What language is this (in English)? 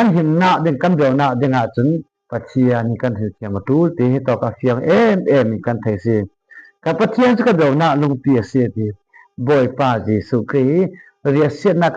Falam Chin